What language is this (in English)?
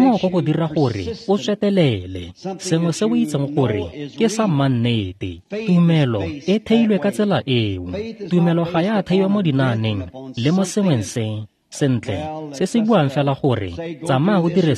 Tswana